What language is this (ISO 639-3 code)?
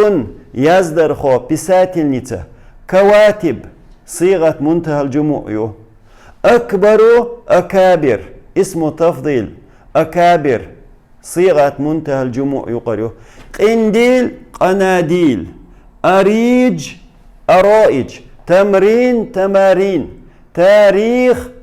che